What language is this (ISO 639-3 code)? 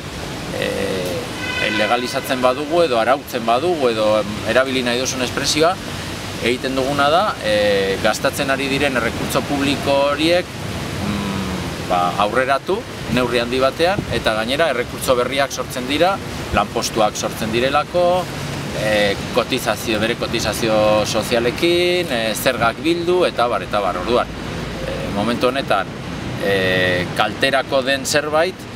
eus